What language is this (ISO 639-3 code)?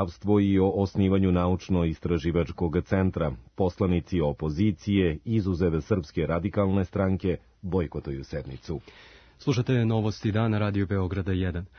srp